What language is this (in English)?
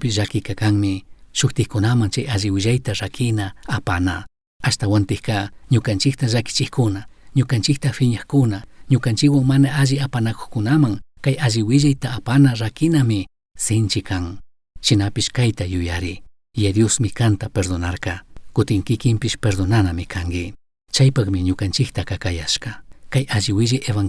Chimborazo Highland Quichua